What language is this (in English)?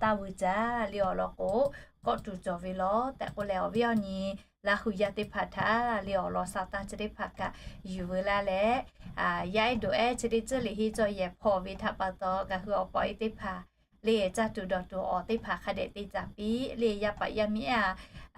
Lahu